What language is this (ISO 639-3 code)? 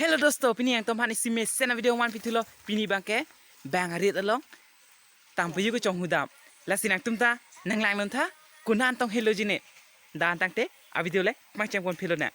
mjw